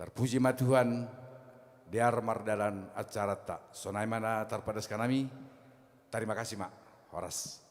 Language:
Batak Simalungun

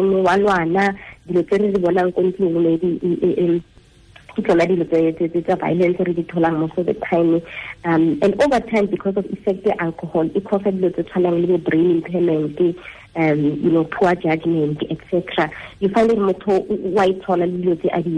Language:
Tswana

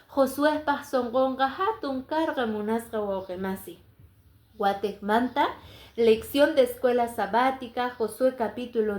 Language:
Quechua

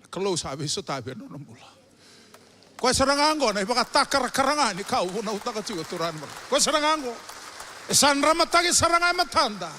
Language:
Fijian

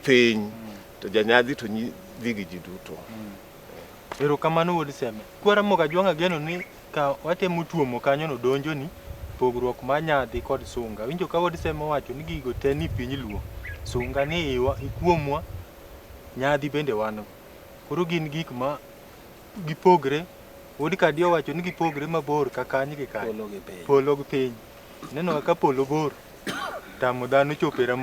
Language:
Luo (Kenya and Tanzania)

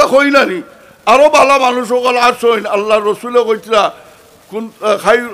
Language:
Sylheti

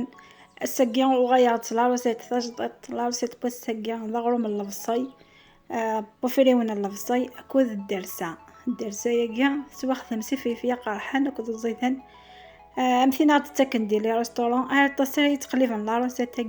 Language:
Kabyle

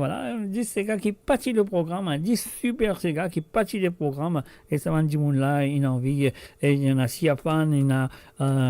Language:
Morisyen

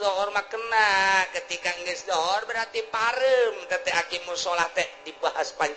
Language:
Sundanese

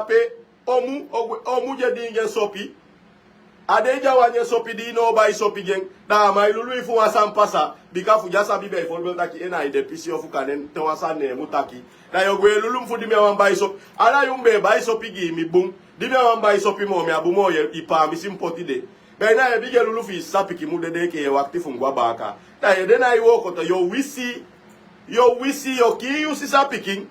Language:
Sranan Tongo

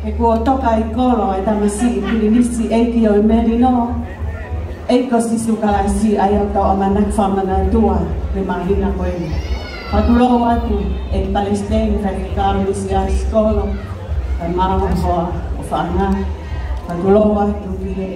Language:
Tongan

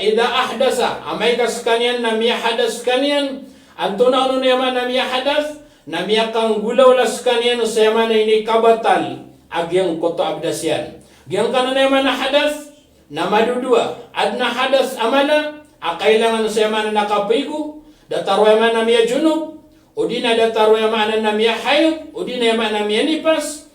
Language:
Maranao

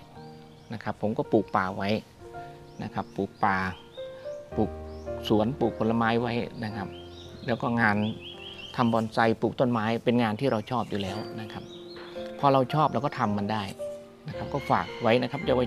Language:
Thai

